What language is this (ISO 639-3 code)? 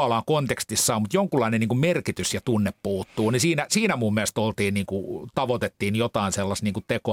fin